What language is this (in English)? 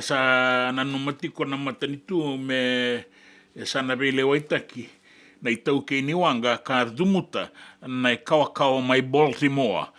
Fijian